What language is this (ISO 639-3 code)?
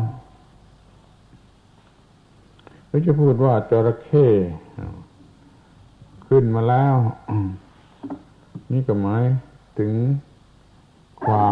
tha